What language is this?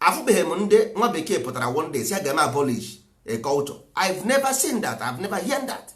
Igbo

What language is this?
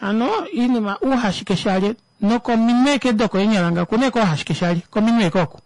Kuanyama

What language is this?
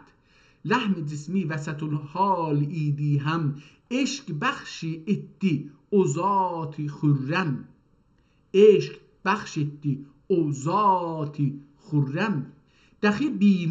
South Azerbaijani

